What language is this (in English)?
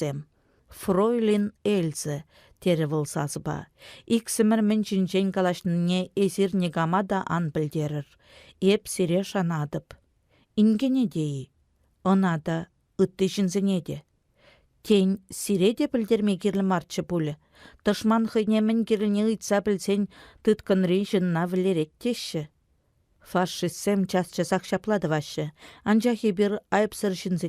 Chuvash